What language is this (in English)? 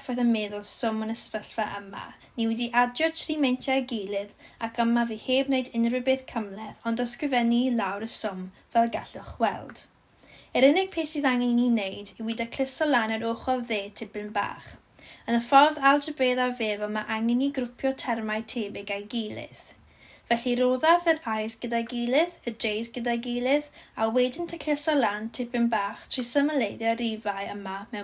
Welsh